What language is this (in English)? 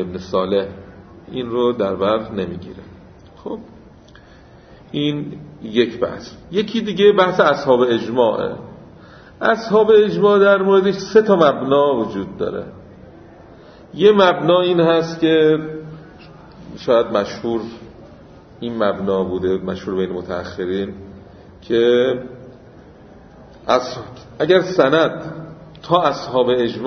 Persian